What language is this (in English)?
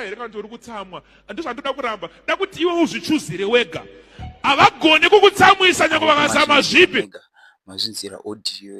Shona